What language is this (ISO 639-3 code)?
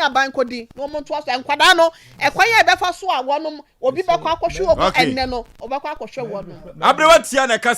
aka